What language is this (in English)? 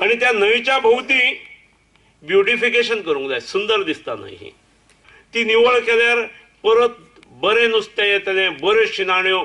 Konkani